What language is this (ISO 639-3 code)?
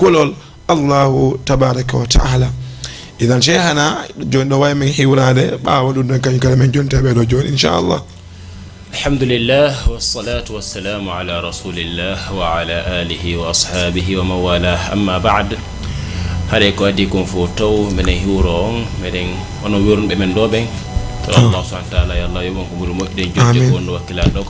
ful